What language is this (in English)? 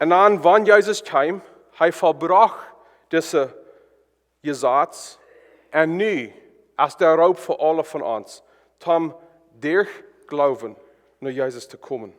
Plautdietsch